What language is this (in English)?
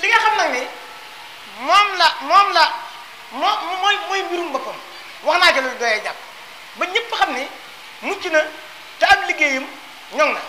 Wolof